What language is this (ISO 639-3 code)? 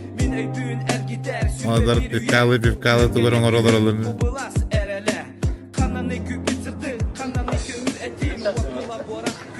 sah